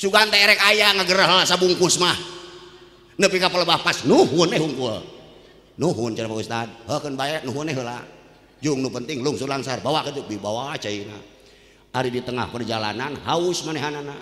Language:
Sundanese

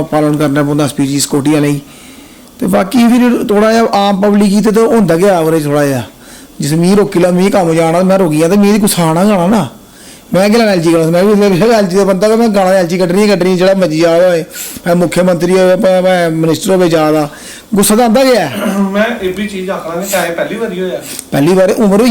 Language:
Dogri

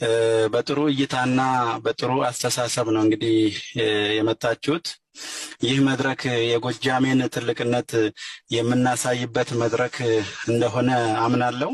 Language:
Amharic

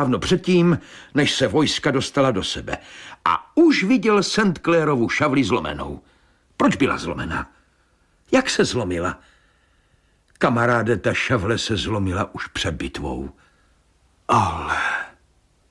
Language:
Czech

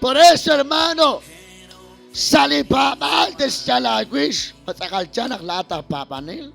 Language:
Kekchí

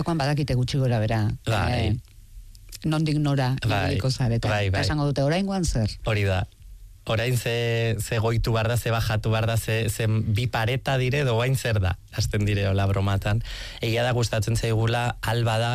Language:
Basque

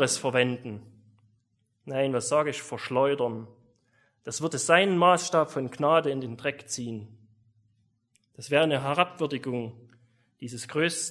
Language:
German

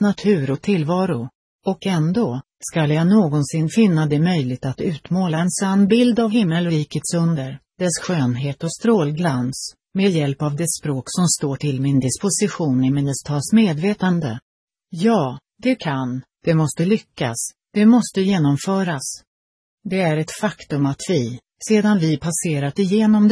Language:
Swedish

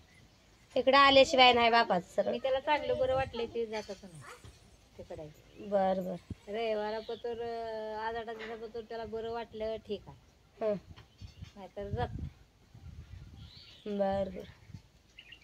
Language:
Marathi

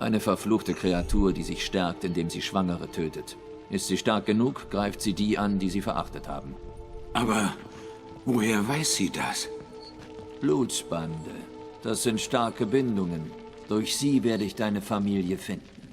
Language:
Swiss German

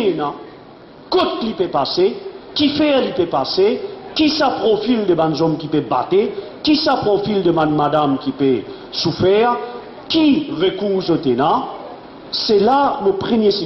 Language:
Morisyen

